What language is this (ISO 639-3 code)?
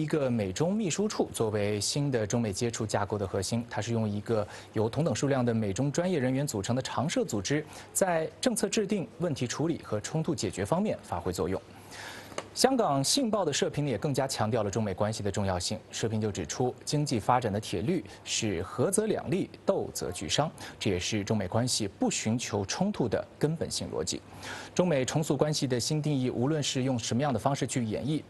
zho